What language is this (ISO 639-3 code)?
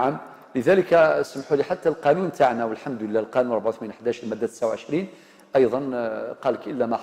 arq